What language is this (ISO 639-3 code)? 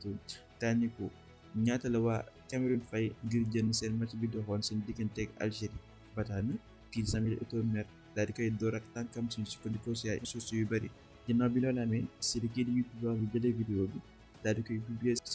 wol